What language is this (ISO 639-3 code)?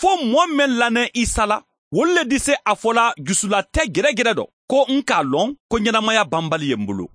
man